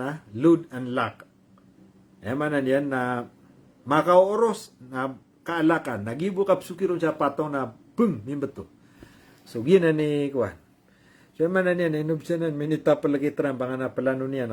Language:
Maranao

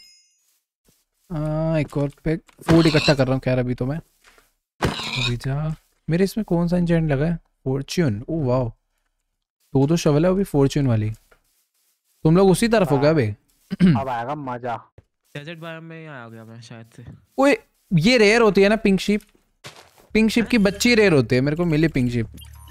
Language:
Hindi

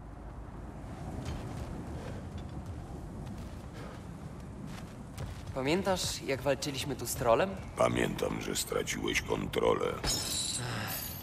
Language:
Polish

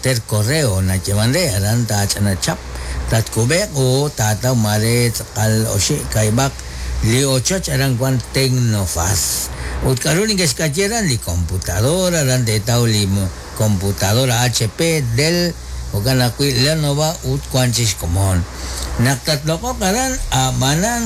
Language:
Kekchí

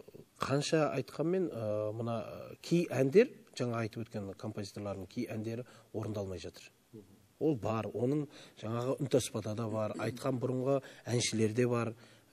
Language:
Kazakh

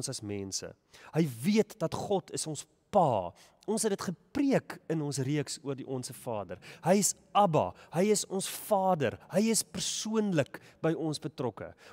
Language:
Afrikaans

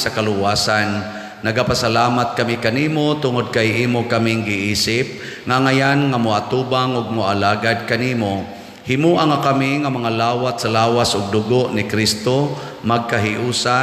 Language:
Cebuano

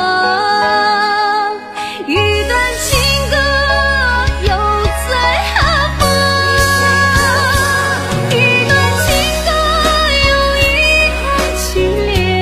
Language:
Chinese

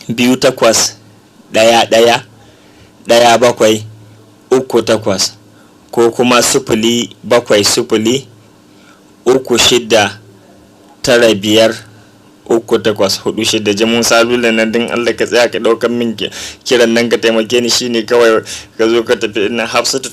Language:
Hausa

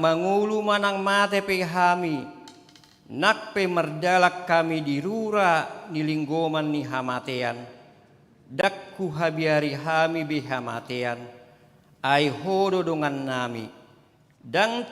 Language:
Batak Toba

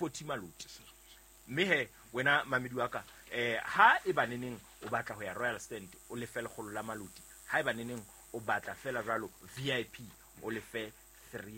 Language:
Southern Sotho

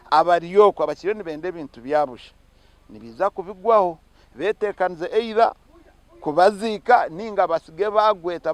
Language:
Nyankole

